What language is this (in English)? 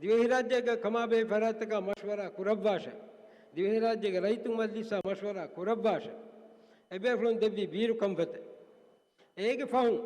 Divehi